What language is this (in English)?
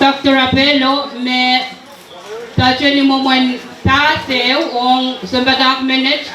Pohnpeian